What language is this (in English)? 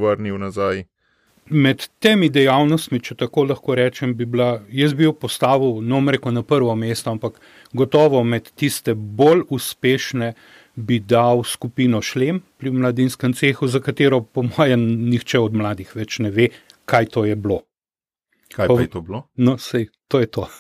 Slovenian